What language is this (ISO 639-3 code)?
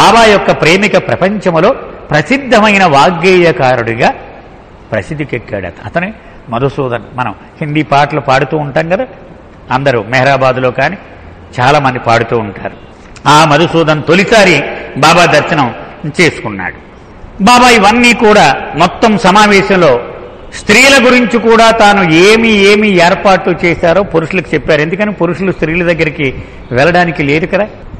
tel